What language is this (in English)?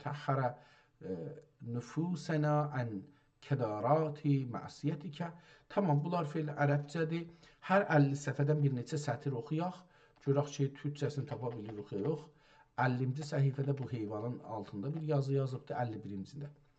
South Azerbaijani